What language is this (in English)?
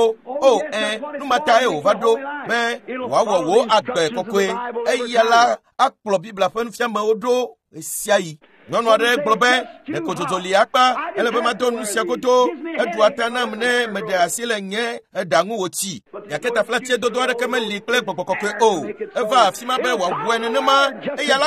Ewe